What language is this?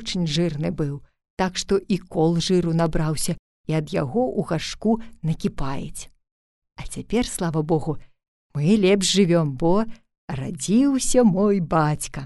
Belarusian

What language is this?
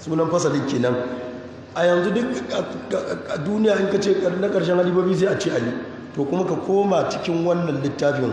Hausa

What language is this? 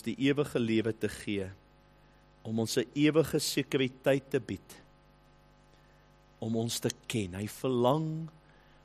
Afrikaans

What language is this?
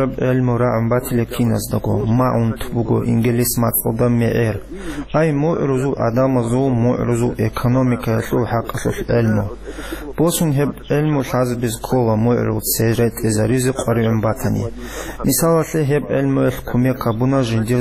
Avaric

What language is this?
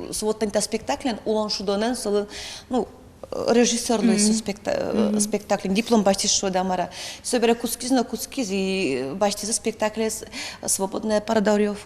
Udmurt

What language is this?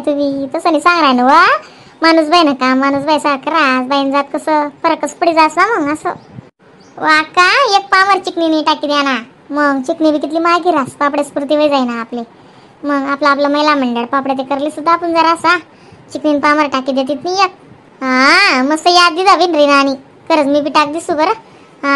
Khandesi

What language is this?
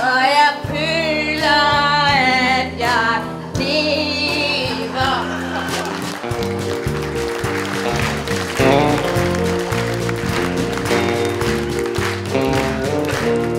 Danish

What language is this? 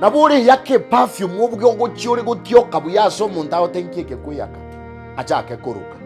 Gusii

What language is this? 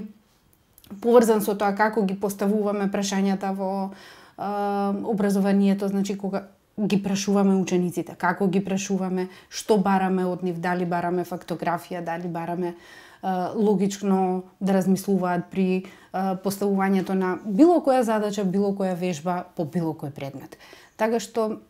Macedonian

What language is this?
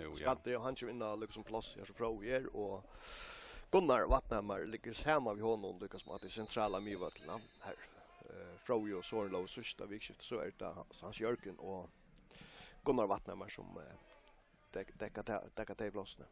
Faroese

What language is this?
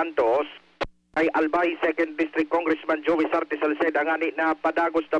Bikol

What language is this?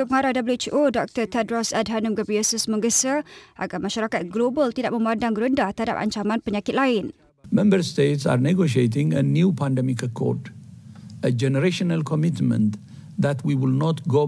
Malay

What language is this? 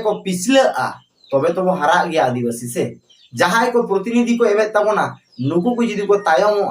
Santali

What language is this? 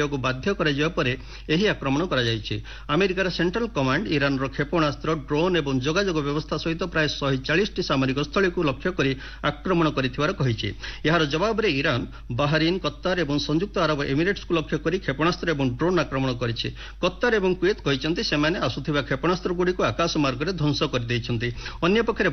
Odia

